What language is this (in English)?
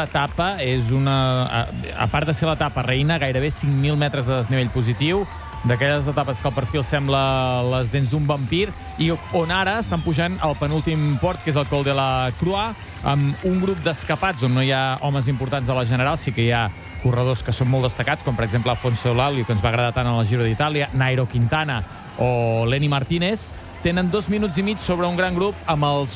Catalan